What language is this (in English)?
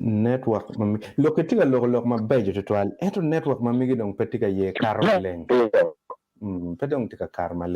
Acoli